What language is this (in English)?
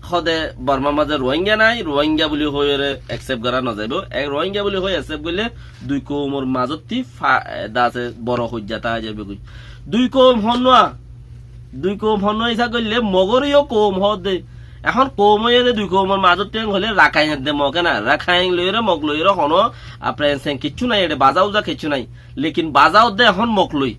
Rohingya